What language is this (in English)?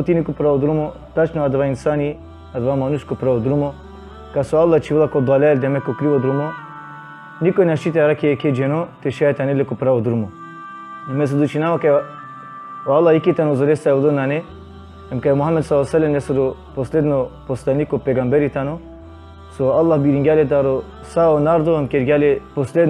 Balkan Romani